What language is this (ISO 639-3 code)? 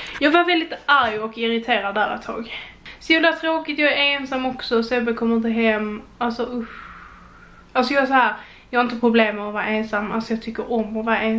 swe